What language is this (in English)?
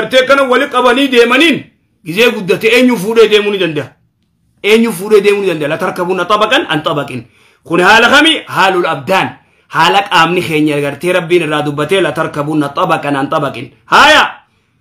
Oromo